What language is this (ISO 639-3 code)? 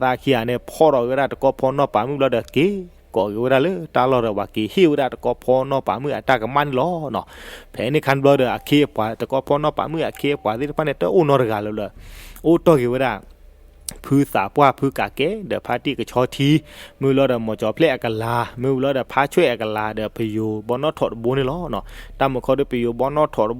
ksw